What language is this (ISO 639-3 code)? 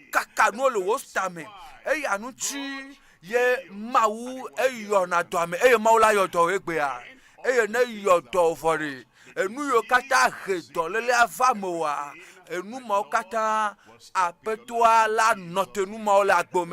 ewe